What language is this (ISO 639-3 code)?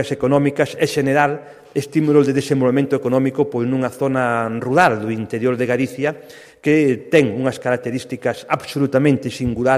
glg